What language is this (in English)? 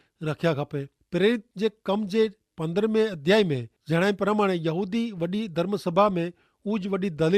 Kachhi